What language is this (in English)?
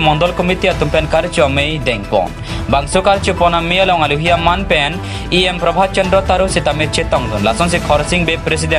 Karbi